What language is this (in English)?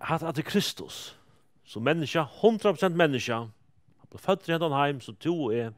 Faroese